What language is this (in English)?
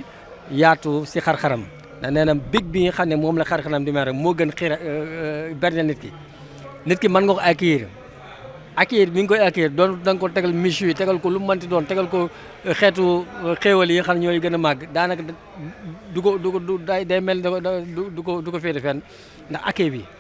Wolof